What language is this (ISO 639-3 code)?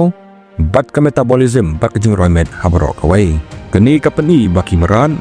kha